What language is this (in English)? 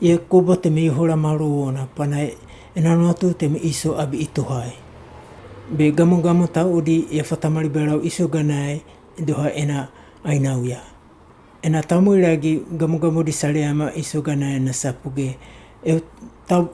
Wagawaga